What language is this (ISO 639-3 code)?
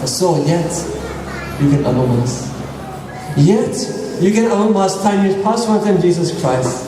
tpi